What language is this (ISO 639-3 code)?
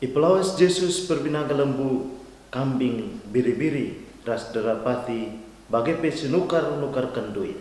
btx